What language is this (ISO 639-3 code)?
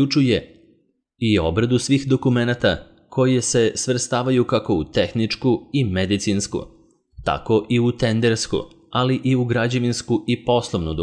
srp